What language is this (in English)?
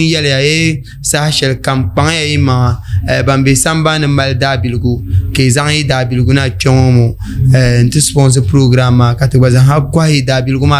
Dagbani